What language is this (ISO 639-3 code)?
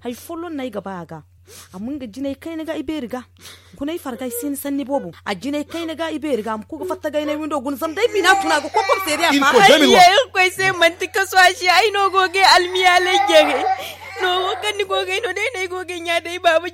dje